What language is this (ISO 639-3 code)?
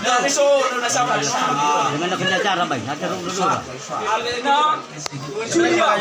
nia